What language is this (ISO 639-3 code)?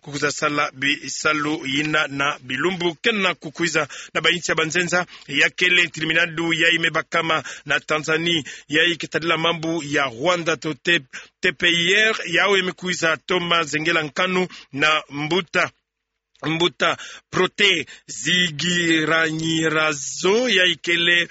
ktu